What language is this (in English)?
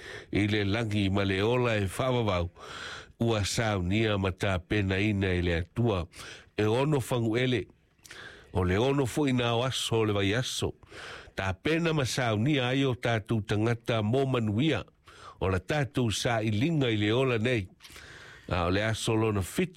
Samoan